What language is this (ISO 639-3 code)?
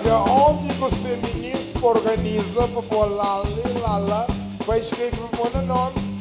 kea